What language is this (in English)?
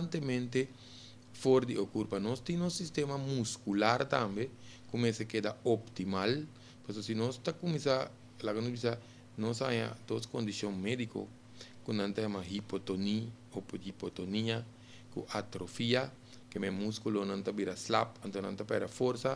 Papiamento